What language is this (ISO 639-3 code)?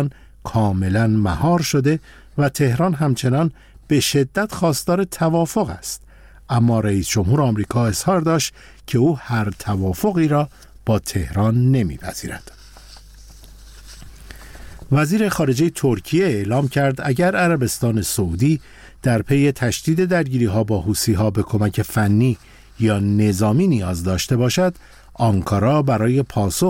fas